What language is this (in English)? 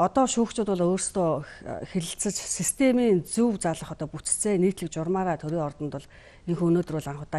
Mongolian